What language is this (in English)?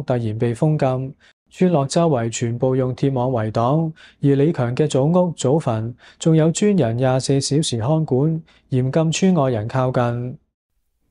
Cantonese